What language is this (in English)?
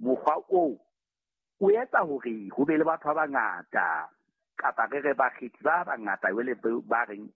Southern Sotho